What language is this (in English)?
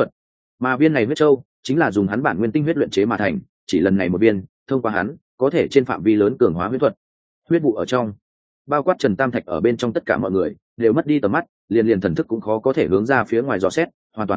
Vietnamese